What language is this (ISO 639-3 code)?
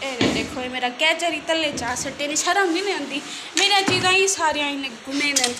skr